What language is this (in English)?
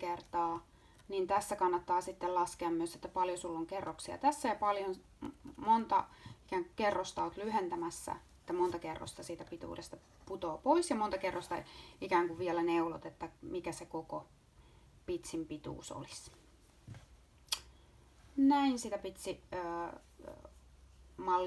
Finnish